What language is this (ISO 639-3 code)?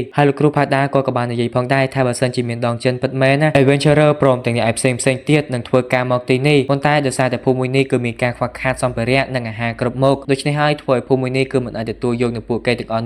khm